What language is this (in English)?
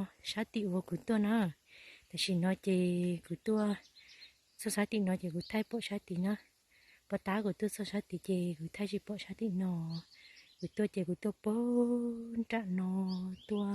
Hmong